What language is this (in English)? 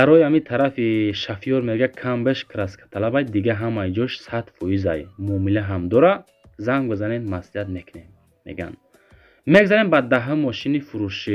Tajik